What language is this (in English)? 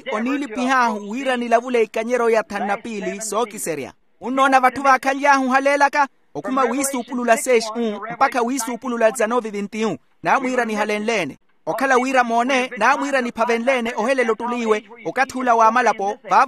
Makhuwa